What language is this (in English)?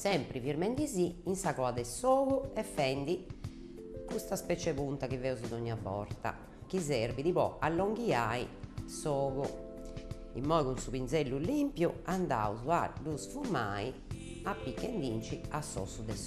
Sardinian